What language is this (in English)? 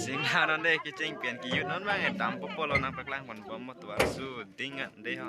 Karbi